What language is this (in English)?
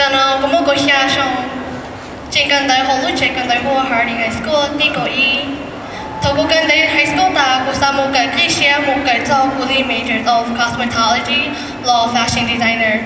Hmong